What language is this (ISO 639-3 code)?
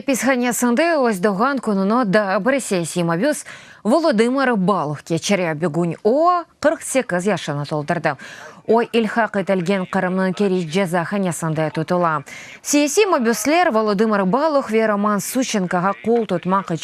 crh